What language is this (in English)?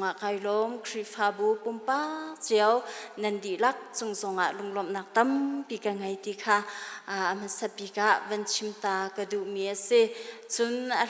Hakha Chin